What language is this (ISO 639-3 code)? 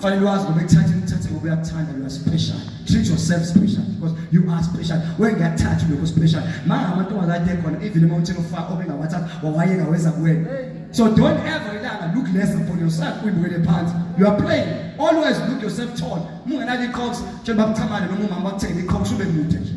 zul